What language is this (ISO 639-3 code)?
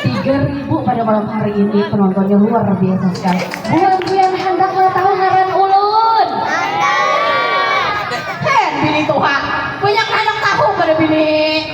bjn